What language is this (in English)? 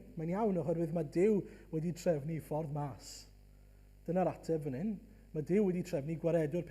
Welsh